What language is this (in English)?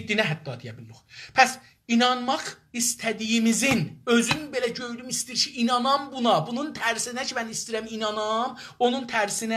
South Azerbaijani